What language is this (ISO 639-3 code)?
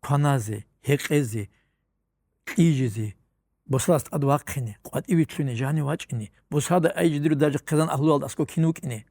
ava